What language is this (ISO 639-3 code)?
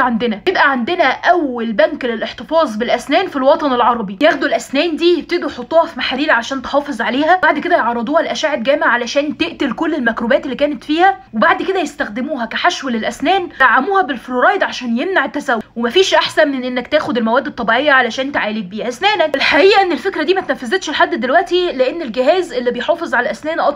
arz